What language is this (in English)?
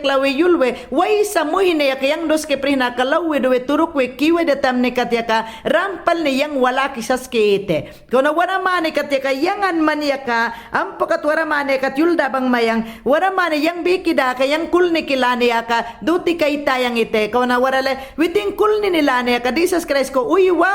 Mayangna